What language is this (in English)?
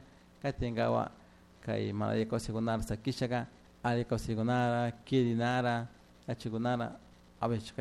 Chimborazo Highland Quichua